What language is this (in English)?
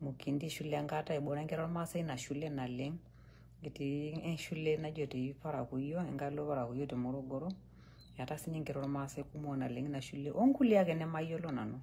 Masai